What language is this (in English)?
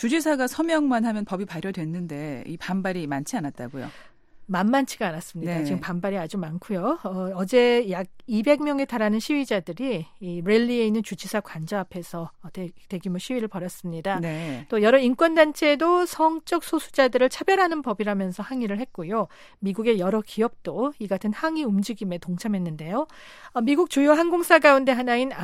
Korean